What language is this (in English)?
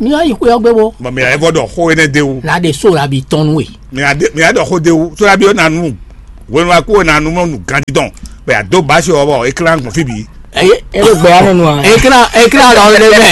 Fon